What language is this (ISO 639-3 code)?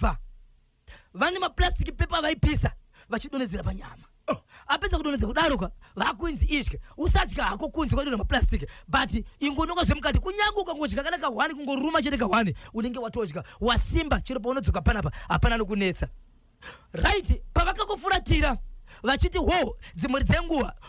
sna